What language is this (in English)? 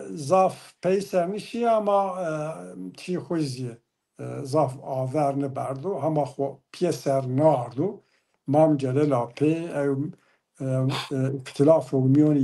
Zaza